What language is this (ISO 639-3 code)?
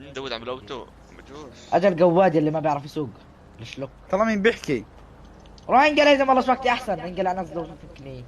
apc